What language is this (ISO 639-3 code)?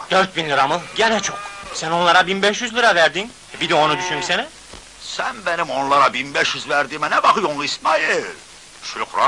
tur